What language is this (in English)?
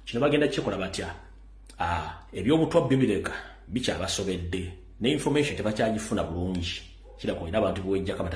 Ganda